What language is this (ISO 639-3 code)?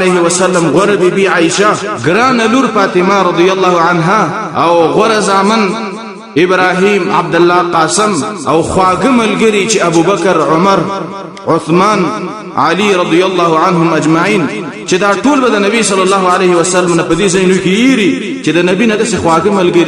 pus